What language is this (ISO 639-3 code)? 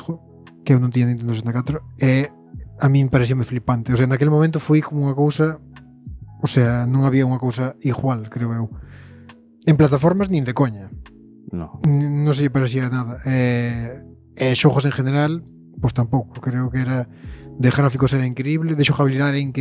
glg